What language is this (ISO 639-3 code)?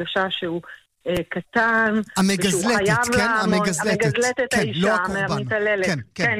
heb